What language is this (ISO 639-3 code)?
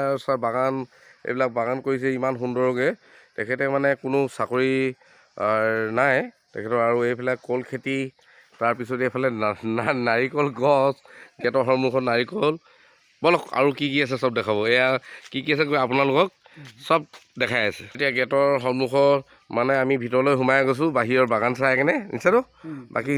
asm